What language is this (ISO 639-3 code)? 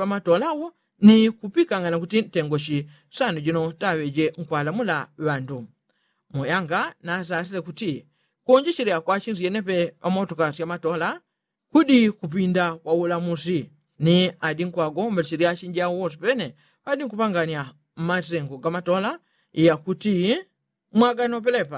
yao